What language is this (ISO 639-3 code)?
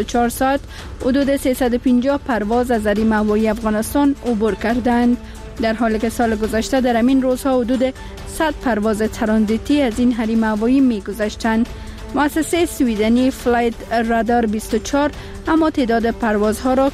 fas